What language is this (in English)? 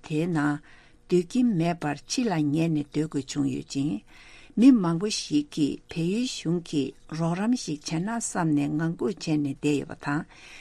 Tibetan